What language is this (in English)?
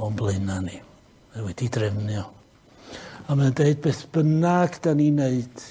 Welsh